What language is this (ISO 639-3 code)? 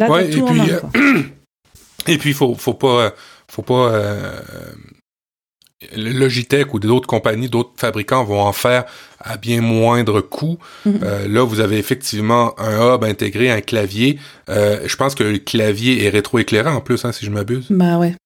fra